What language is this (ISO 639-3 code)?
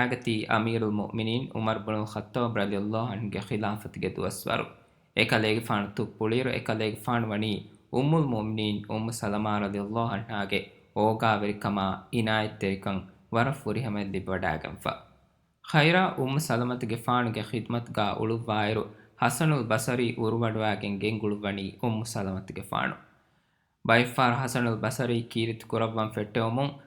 div